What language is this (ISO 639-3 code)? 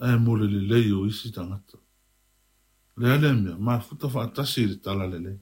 smo